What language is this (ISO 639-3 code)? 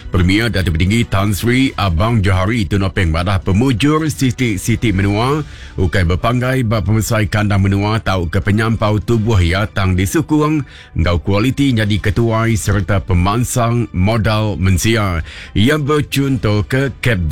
iba